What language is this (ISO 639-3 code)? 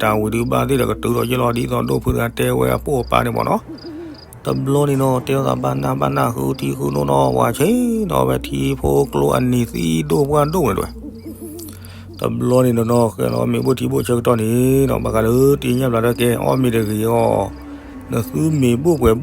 ksw